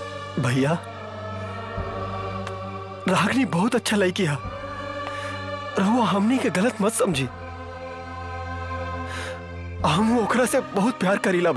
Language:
Bhojpuri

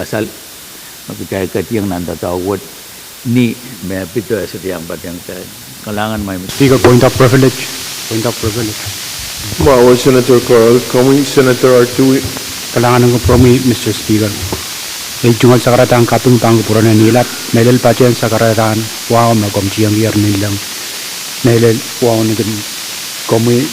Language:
Pohnpeian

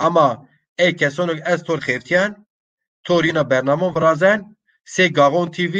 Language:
Zaza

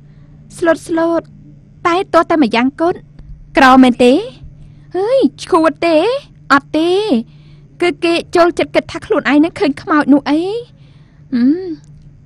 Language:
Khmer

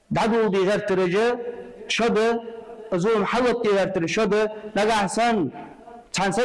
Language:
Ingush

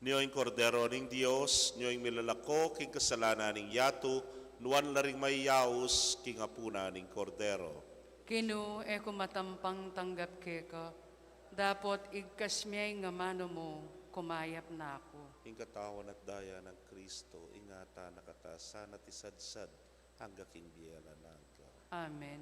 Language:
Pampanga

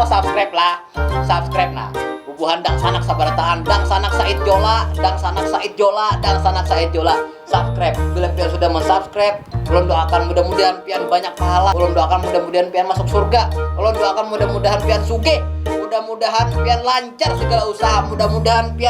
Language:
Banjar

